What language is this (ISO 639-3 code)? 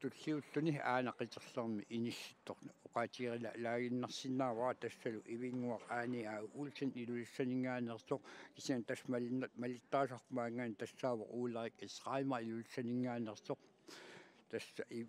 kal